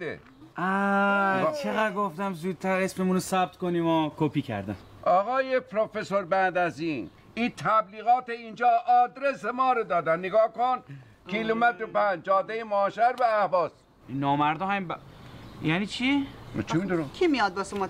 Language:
Persian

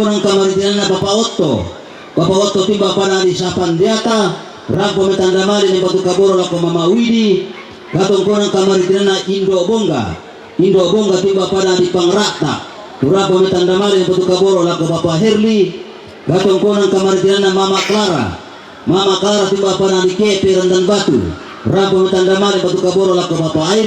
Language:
Toraja-Sa'dan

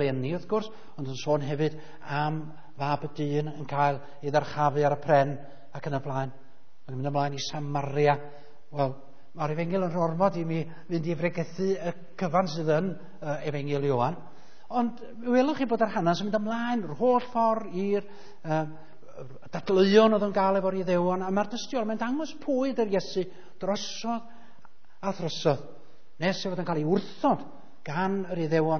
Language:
Welsh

